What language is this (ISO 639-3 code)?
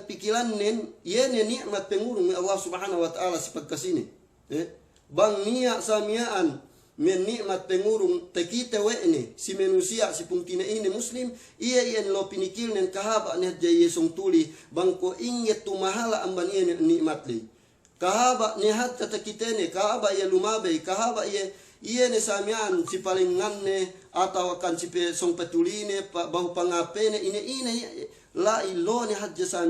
yka